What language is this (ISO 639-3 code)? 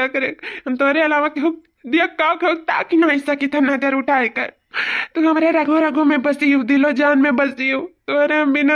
awa